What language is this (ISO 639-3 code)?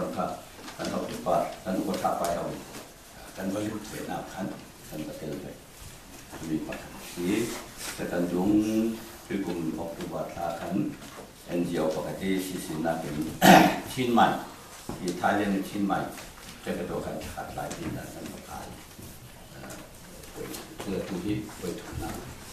cfm